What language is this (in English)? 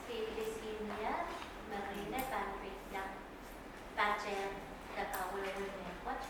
Pohnpeian